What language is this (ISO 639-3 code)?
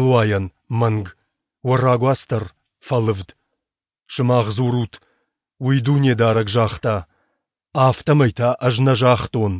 oss